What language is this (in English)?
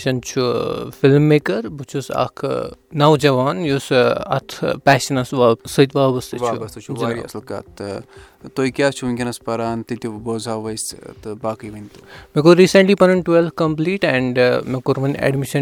Kashmiri